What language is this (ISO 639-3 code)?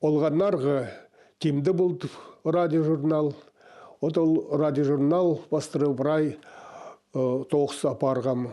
kjh